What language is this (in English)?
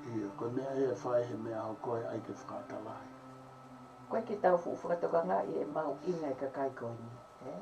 Tongan